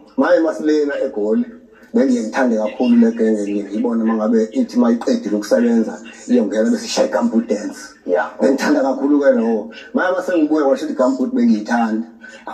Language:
Zulu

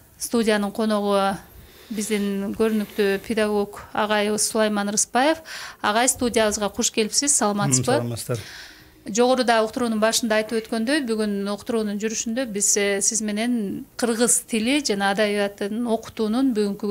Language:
Kyrgyz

